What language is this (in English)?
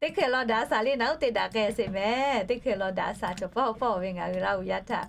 Lahu